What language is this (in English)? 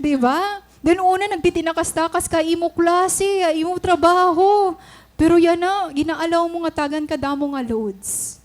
Waray